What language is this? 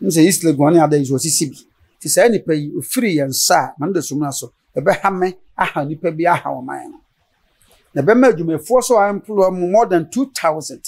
Akan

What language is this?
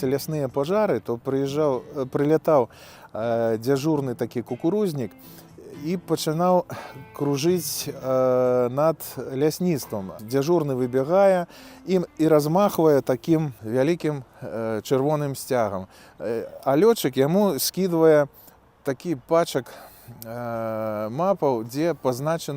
Belarusian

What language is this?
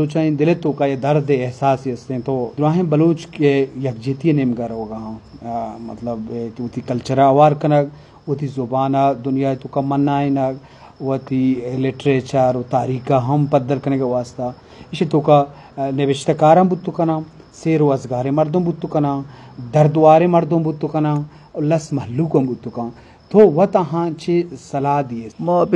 Eastern Balochi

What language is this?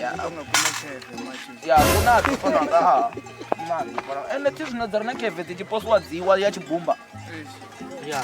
Venda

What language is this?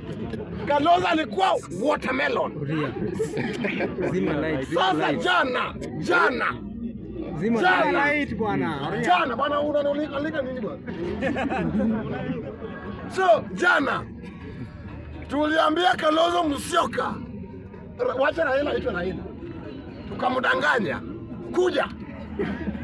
Swahili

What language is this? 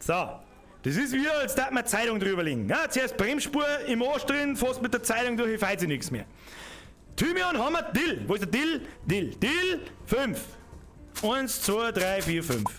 Bavarian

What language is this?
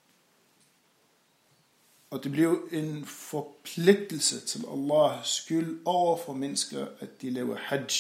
Danish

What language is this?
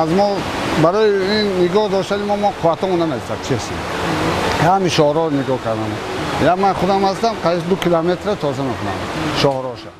Tajik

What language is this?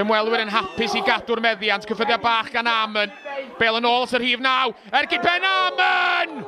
Welsh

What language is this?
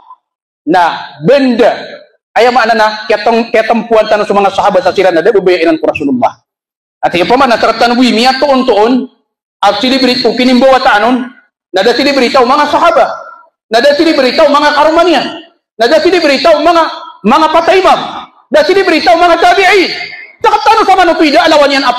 Maranao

